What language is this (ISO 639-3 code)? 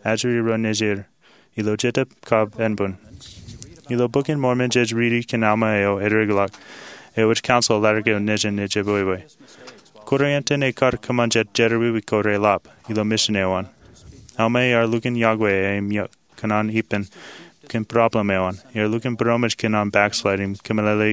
mah